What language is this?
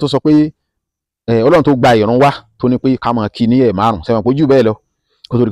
Yoruba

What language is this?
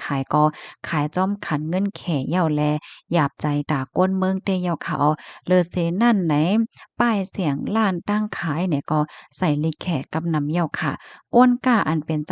Shan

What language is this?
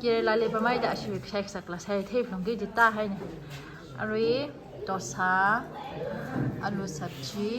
Tangkhul Naga (India)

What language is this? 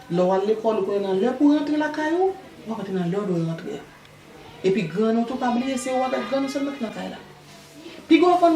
Haitian Creole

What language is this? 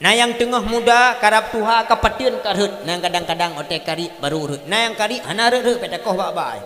Achinese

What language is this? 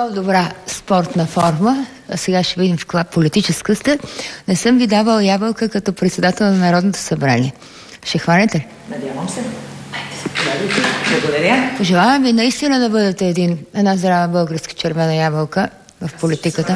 Bulgarian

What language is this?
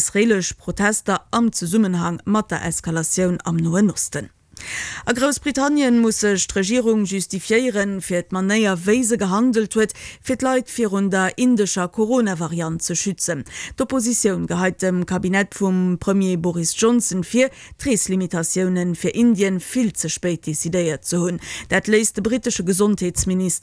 Luxembourgish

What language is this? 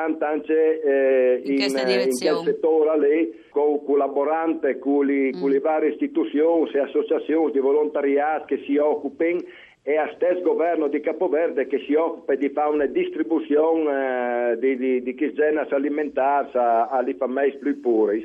Friulian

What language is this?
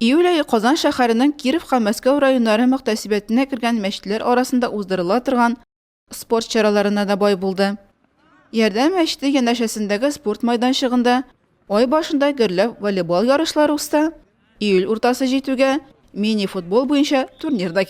Tatar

